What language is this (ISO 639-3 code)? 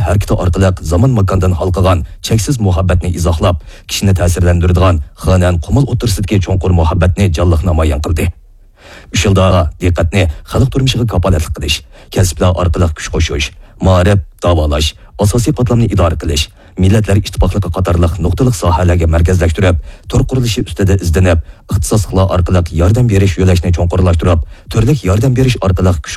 uig